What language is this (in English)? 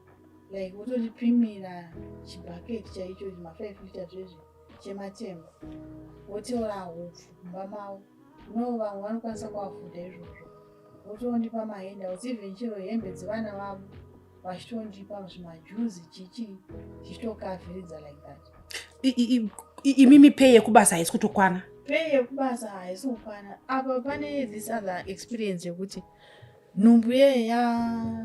Shona